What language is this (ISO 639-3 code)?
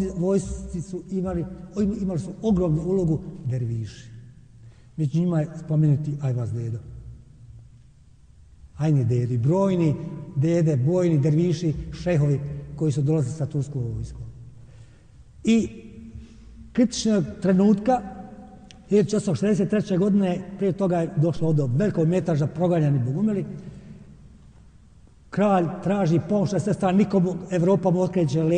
bos